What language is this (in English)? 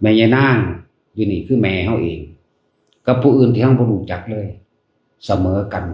Northeastern Thai